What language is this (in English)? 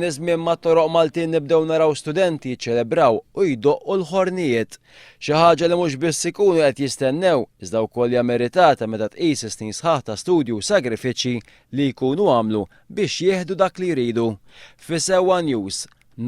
Maltese